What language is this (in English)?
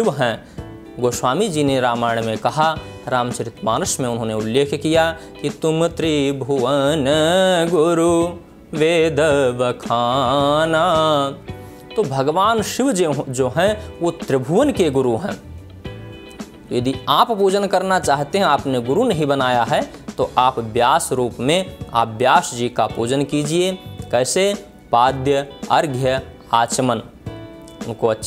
Hindi